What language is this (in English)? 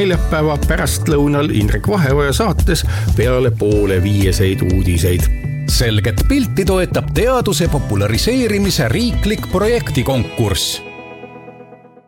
Estonian